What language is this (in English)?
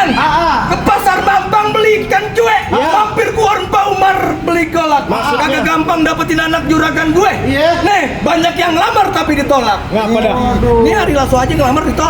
Betawi